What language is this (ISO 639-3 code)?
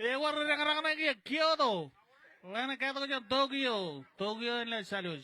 mah